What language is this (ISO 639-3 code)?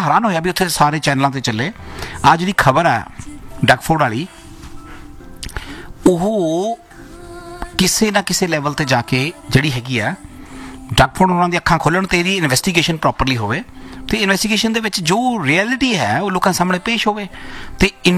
pan